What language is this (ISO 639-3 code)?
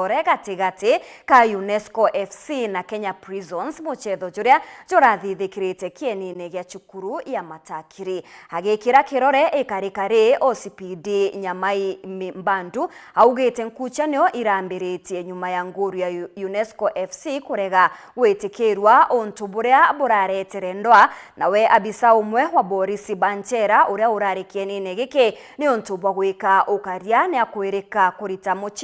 mer